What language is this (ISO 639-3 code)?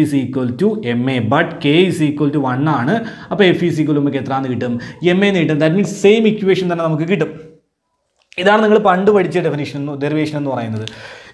mal